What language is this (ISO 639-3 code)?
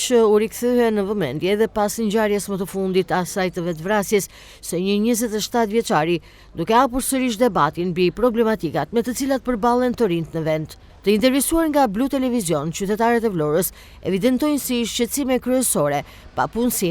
sqi